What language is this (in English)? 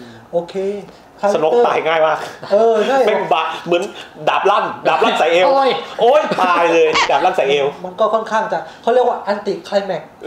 Thai